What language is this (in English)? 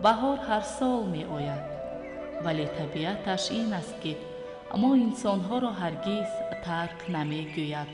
Tajik